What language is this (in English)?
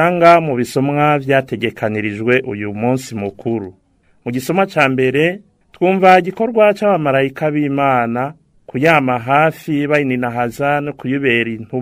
Rundi